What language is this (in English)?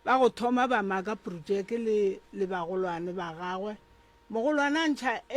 Northern Sotho